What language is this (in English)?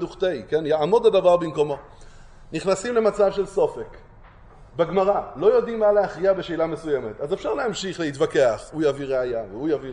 Hebrew